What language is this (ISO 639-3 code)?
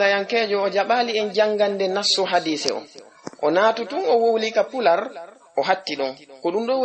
ful